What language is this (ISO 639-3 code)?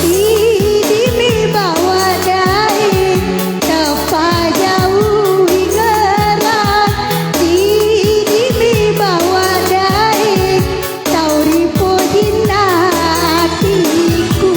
bug